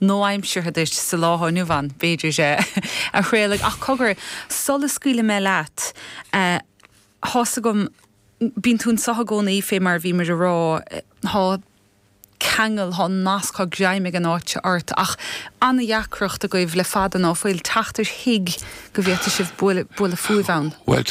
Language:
Irish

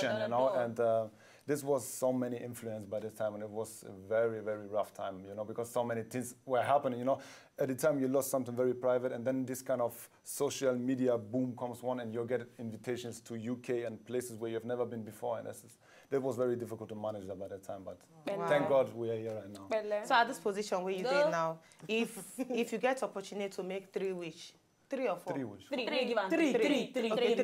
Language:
Nigerian Pidgin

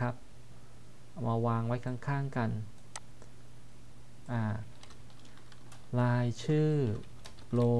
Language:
Thai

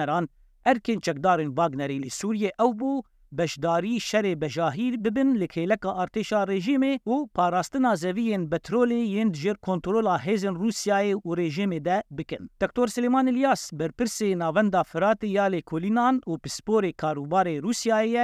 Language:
Kurdish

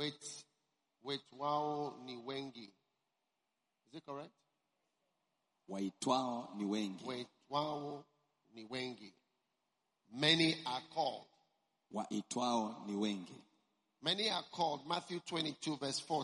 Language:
Swahili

